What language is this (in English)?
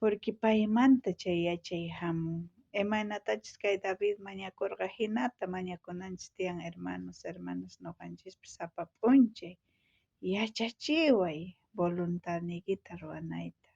South Bolivian Quechua